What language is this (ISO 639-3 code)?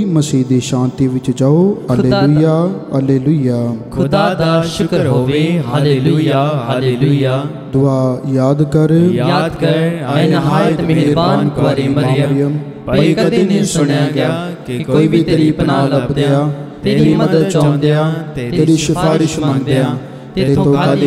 pan